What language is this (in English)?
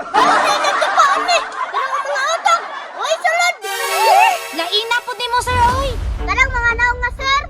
Cebuano